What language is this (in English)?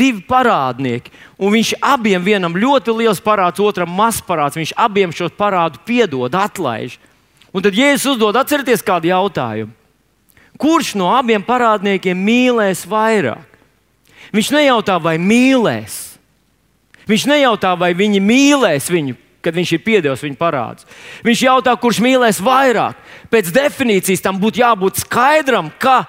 Latvian